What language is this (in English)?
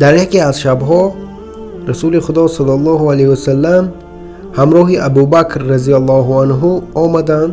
Tajik